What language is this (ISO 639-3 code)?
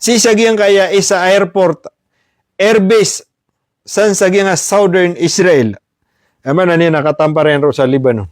mrw